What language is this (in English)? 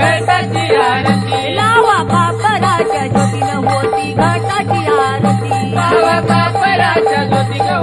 Marathi